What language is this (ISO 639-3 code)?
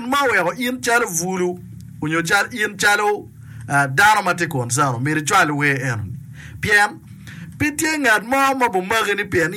ach